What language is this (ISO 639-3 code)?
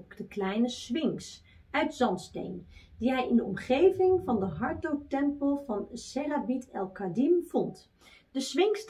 nld